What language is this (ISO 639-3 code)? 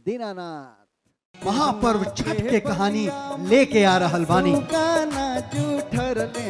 bho